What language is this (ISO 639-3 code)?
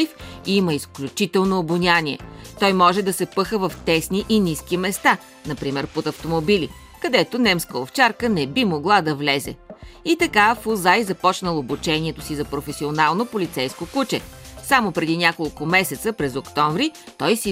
bul